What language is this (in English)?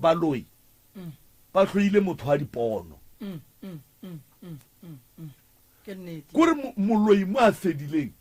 Northern Sotho